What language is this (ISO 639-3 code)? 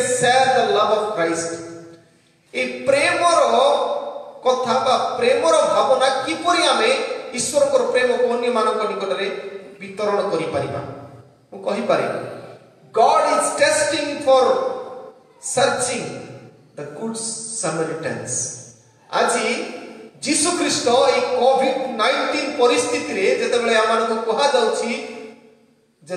ori